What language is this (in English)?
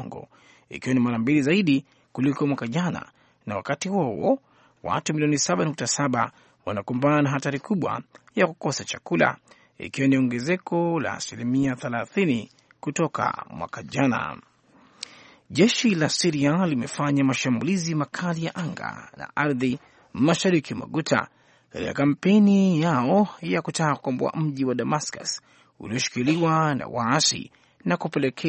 Swahili